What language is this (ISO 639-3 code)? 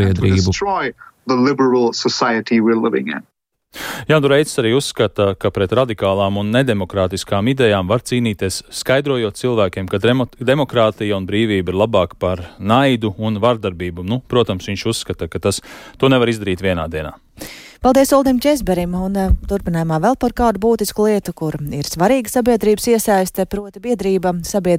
lav